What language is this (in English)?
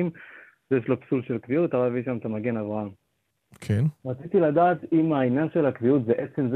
Hebrew